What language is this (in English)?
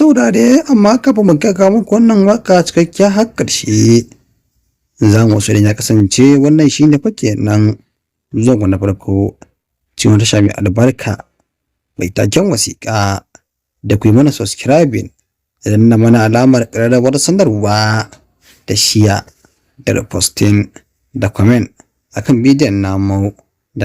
Hausa